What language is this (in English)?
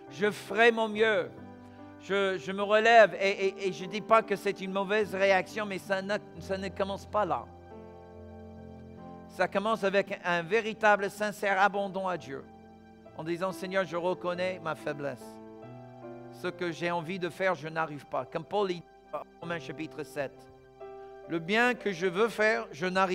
French